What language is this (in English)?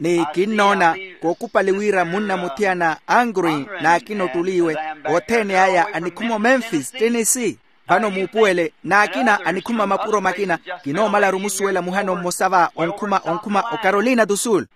Makhuwa